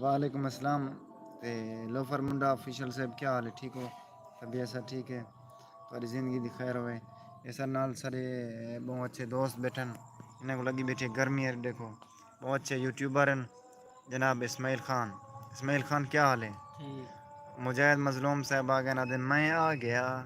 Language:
Saraiki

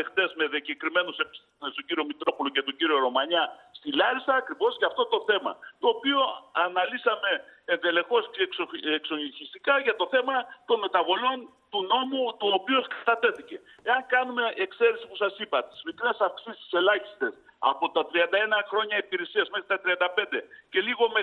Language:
Greek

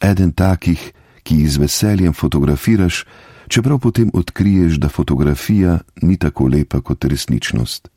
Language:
Slovenian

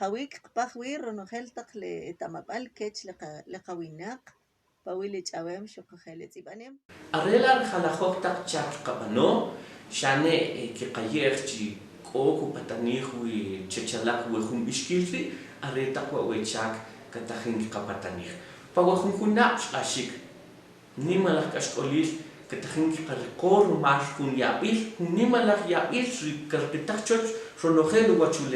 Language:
Kʼicheʼ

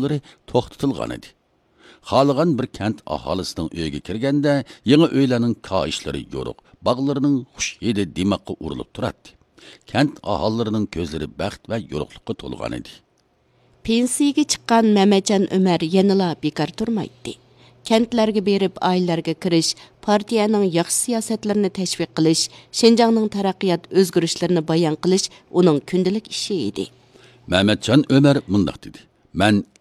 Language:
Uyghur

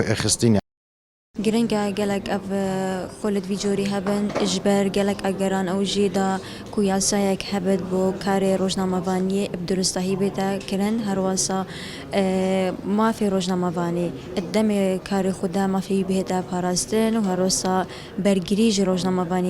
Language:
Kurdish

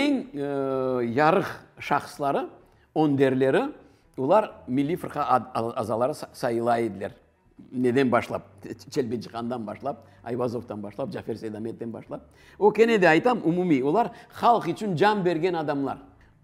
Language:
Crimean Tatar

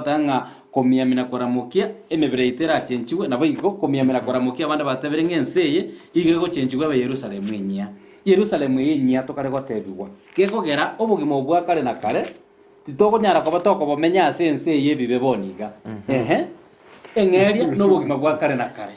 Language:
Gusii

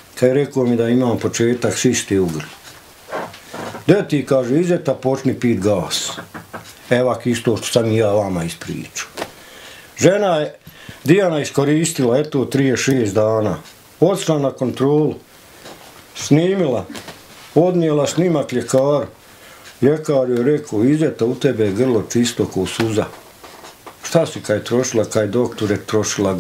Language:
Bosnian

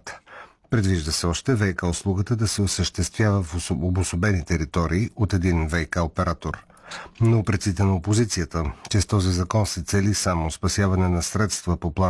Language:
Bulgarian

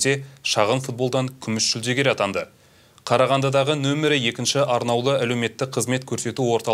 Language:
Kazakh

